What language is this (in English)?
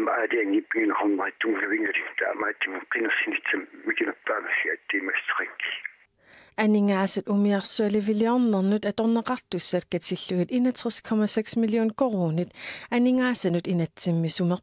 Kalaallisut